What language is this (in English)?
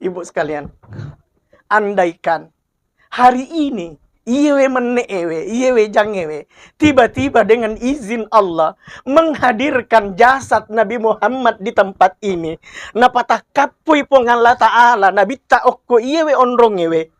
Buginese